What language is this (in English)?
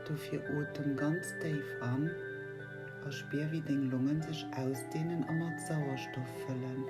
Luxembourgish